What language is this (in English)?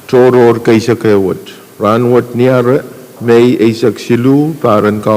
Pohnpeian